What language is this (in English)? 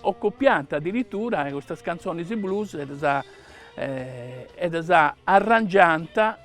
Sardinian